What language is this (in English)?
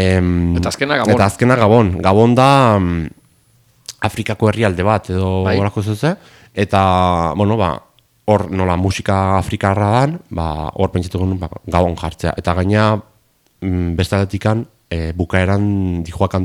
Basque